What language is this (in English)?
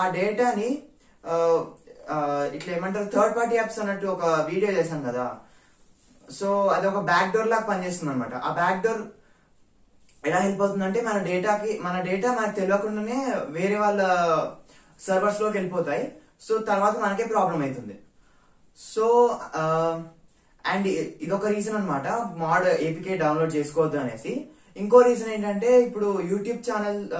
Telugu